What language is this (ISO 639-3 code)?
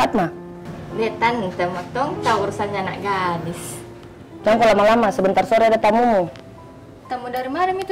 mfp